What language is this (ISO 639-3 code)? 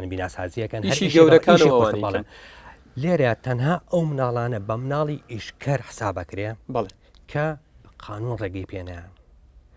ckb